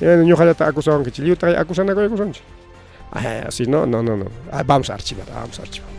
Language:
Ayacucho Quechua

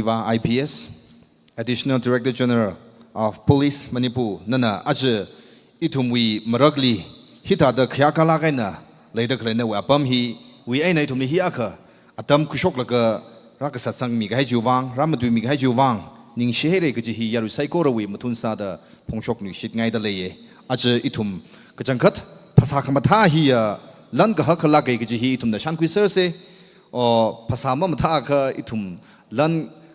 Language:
Tangkhul Naga (India)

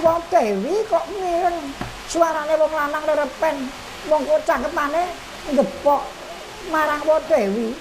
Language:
Javanese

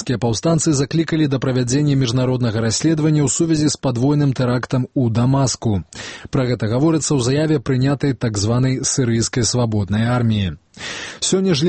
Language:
Belarusian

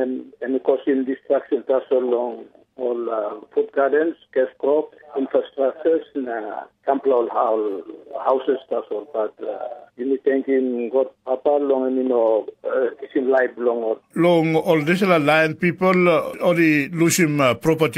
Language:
Tok Pisin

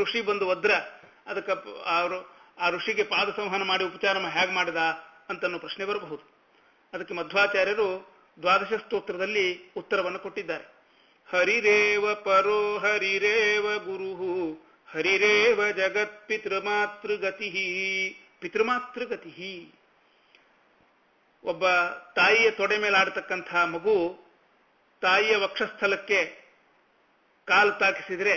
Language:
Kannada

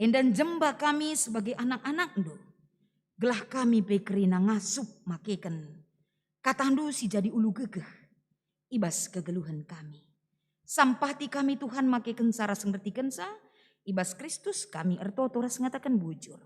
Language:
Batak Karo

